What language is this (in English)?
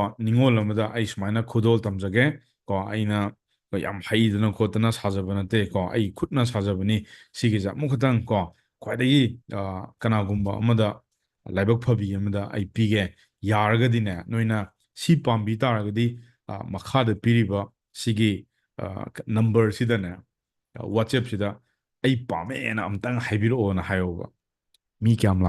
Manipuri